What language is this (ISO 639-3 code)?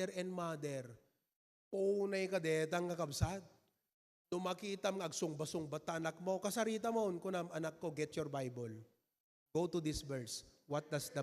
ilo